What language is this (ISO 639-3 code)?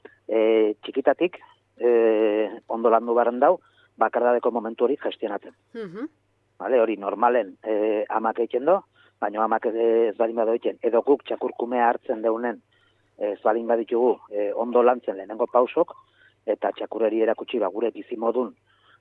eus